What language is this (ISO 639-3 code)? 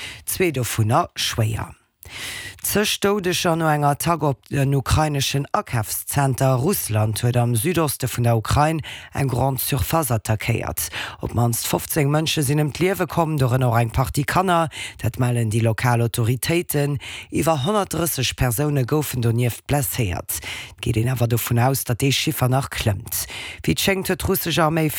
ltz